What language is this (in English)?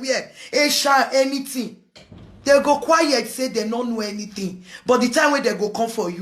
Nigerian Pidgin